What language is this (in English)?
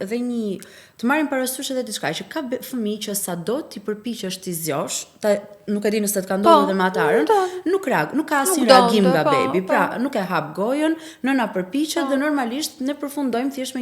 Albanian